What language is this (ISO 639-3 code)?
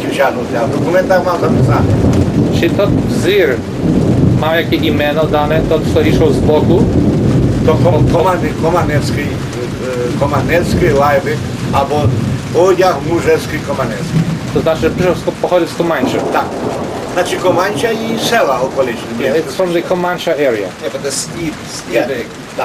rue